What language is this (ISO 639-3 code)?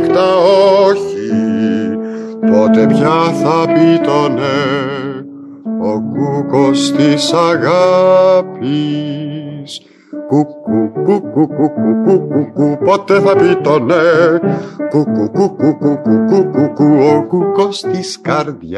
ell